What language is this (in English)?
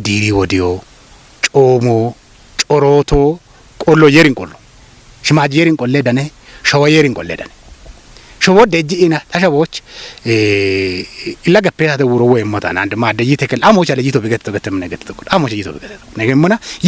Kafa